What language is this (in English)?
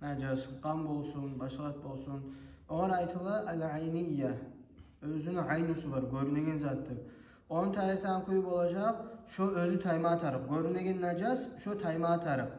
Kumyk